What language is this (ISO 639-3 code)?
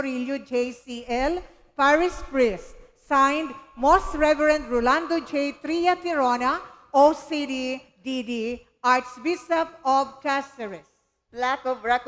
bik